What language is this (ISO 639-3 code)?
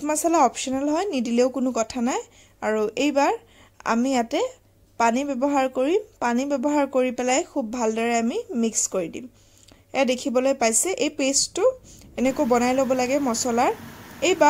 asm